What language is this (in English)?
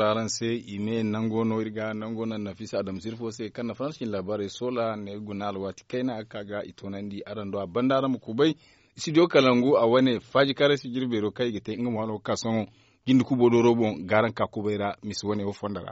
Zarma